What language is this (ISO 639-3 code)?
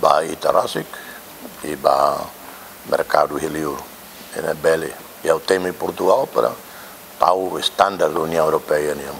tet